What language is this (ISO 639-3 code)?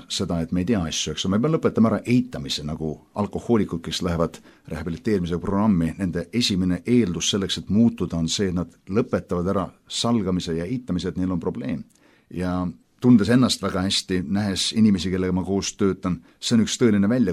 est